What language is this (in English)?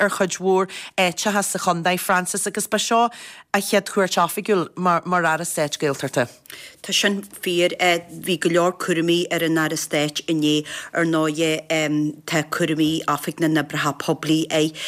Irish